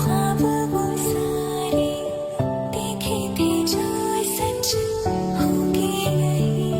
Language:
Chhattisgarhi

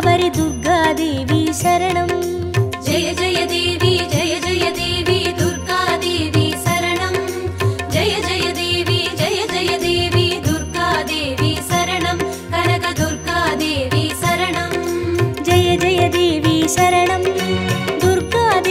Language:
Tamil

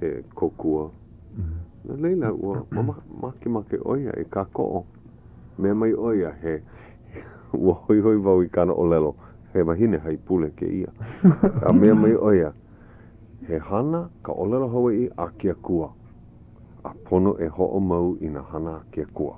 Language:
Hawaiian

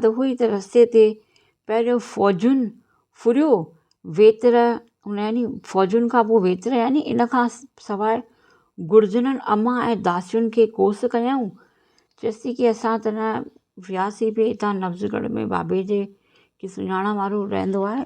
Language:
Sindhi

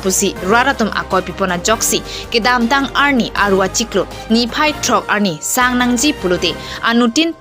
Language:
Karbi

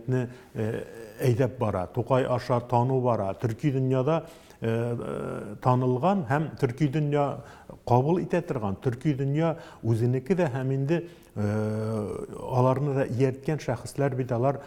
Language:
Tatar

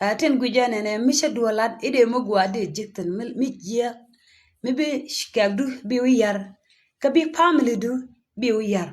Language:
Nuer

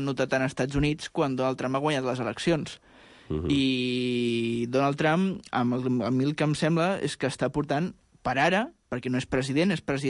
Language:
Catalan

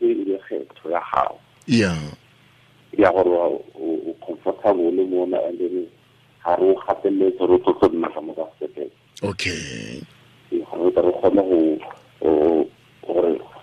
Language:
Tswana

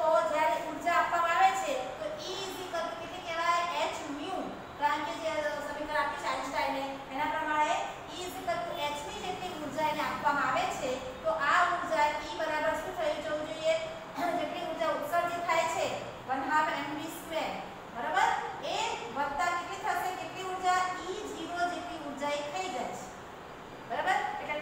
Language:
Gujarati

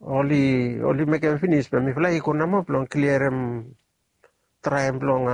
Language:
Bislama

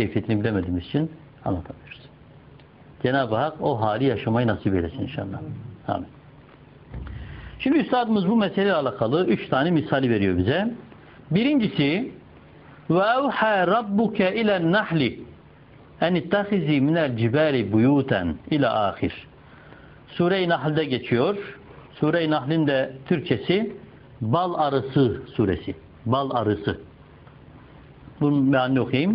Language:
Turkish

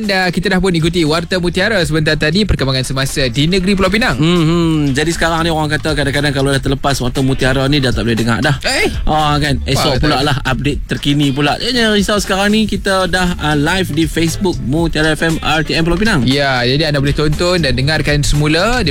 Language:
Malay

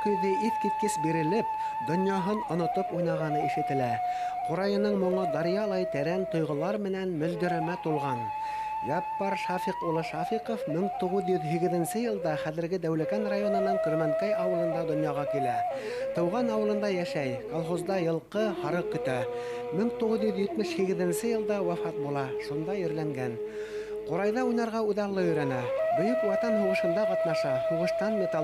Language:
Bashkir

